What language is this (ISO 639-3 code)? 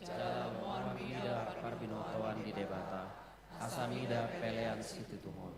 bbc